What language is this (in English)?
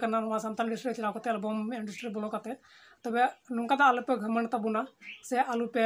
Santali